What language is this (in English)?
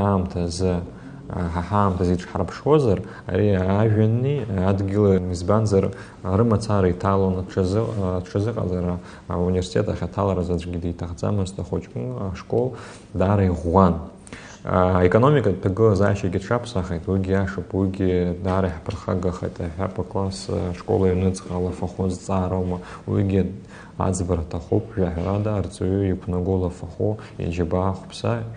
Abkhazian